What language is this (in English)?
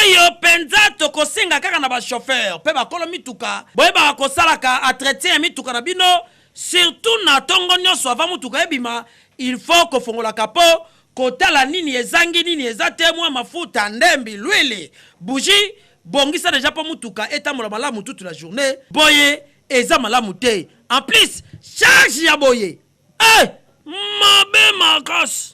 Lingala